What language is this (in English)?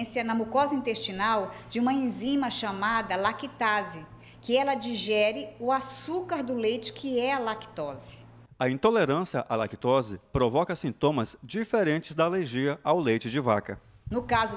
Portuguese